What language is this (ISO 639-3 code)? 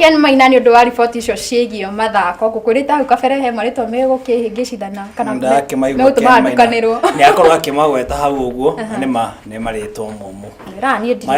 kik